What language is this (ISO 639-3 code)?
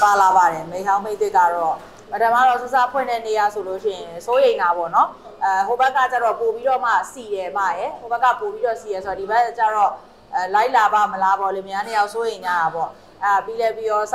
mya